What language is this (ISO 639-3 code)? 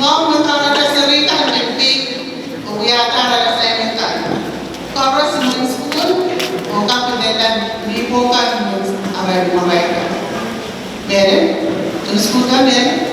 pon